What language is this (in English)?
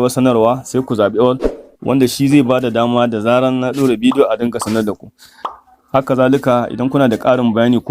Hausa